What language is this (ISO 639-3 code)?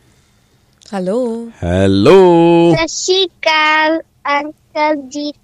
pan